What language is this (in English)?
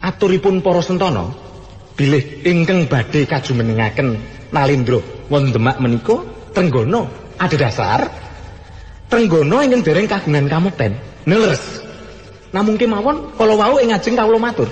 Javanese